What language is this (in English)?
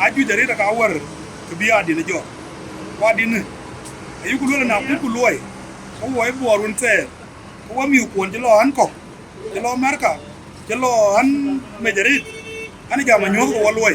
Dinka